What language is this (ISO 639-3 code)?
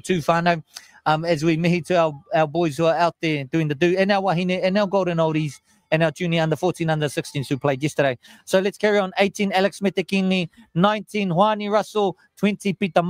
mri